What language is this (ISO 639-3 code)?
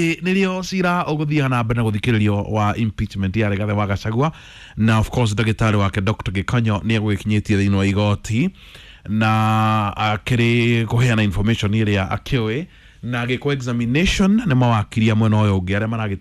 kik